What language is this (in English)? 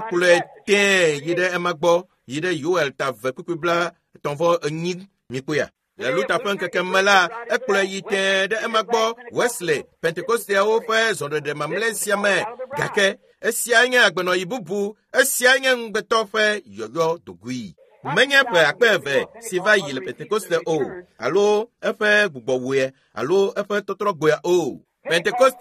Ewe